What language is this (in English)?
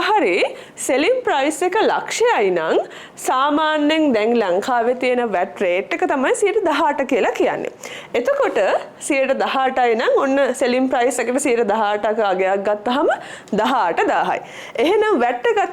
Sinhala